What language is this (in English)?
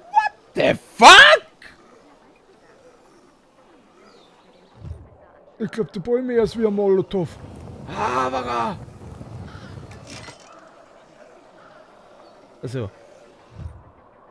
German